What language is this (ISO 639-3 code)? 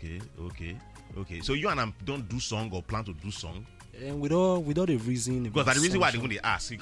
pcm